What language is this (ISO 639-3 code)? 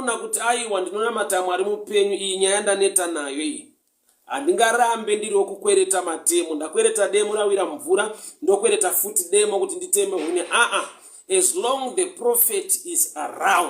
sna